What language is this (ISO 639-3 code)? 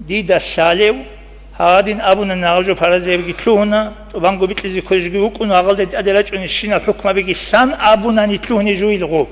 ava